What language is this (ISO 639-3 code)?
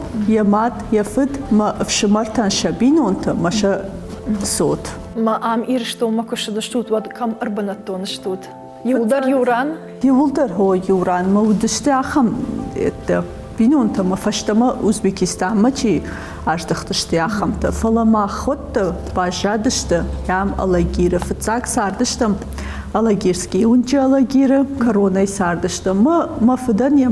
oss